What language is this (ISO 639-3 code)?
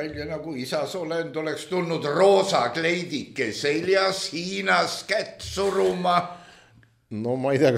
est